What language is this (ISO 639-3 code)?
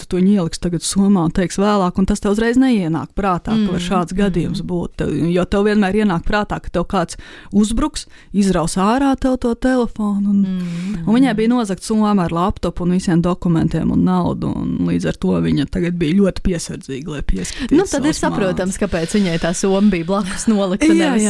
lav